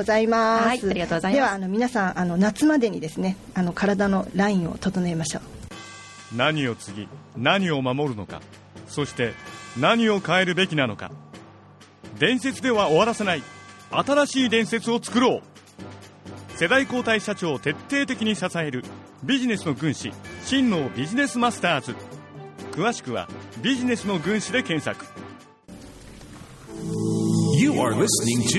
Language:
Japanese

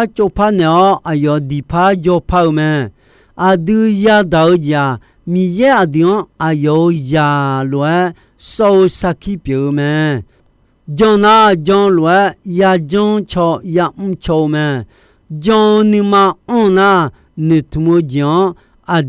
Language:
Akha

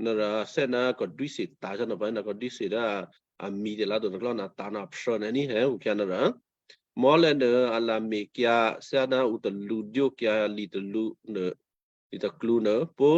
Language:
Western Kayah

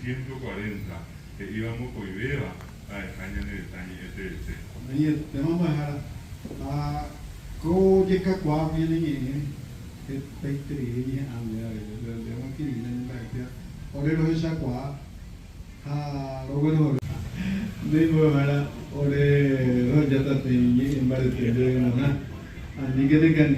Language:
Guarani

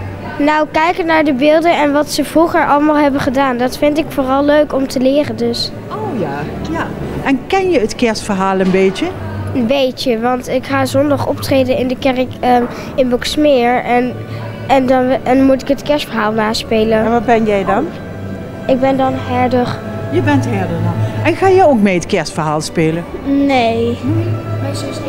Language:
Dutch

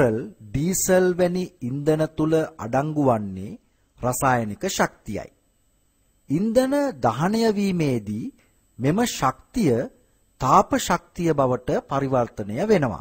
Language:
Sinhala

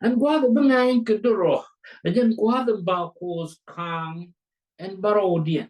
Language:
Nuer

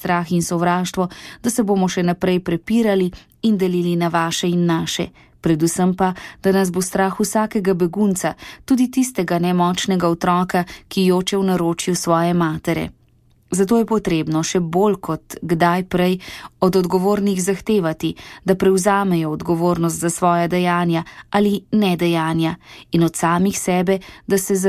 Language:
Slovenian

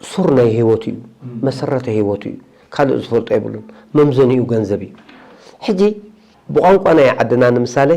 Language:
Tigrinya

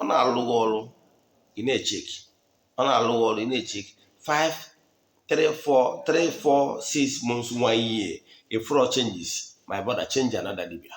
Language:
Igbo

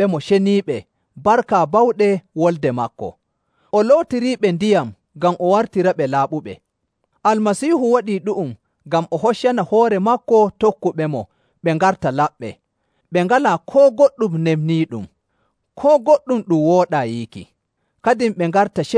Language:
Nigerian Fulfulde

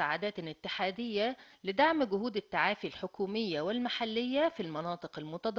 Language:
Arabic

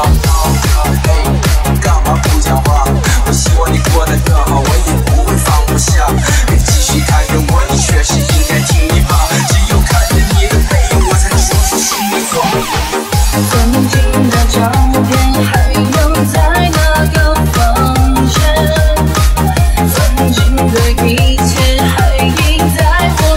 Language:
Chinese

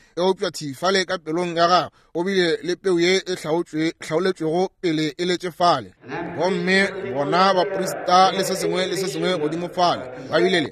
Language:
Northern Sotho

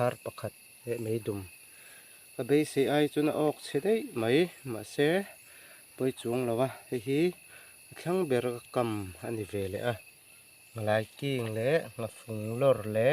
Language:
Mizo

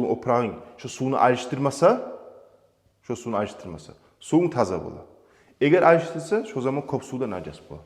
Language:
Kumyk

